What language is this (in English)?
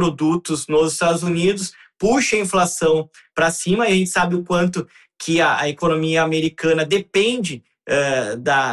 Portuguese